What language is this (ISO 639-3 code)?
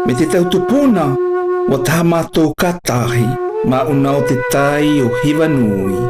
mqm